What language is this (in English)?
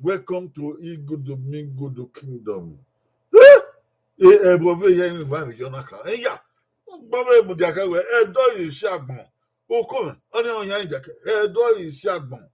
Bini